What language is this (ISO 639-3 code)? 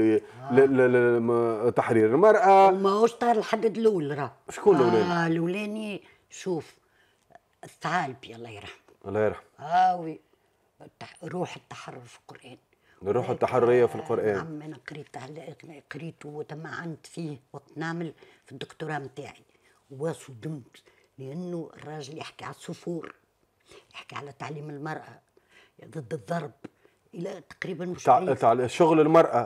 aeb